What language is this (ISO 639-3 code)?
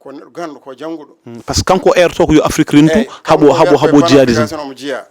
ful